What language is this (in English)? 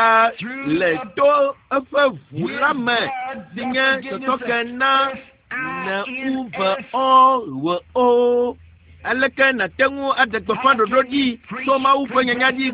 Ewe